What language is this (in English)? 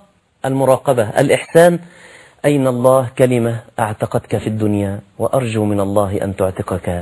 Arabic